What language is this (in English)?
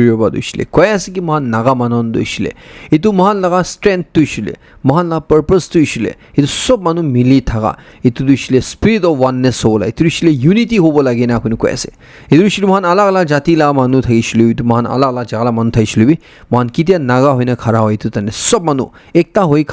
Naga Pidgin